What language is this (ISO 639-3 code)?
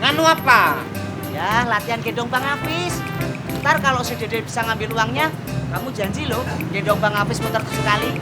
bew